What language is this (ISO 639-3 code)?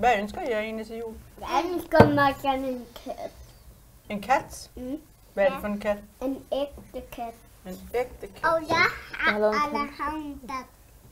dan